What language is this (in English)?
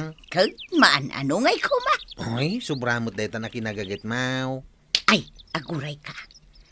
Iloko